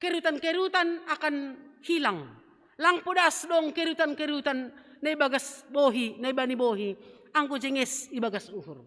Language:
Batak Simalungun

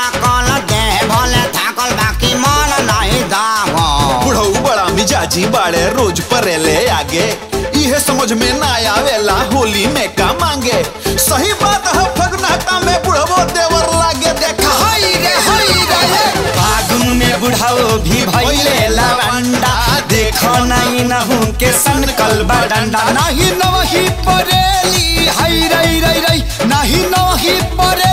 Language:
Bhojpuri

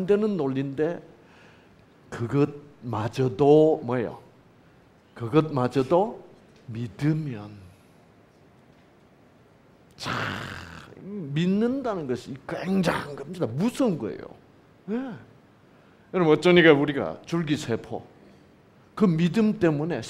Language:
Korean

